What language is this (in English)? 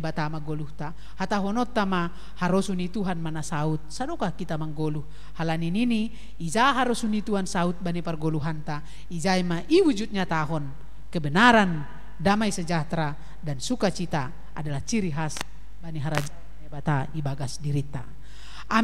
Batak Simalungun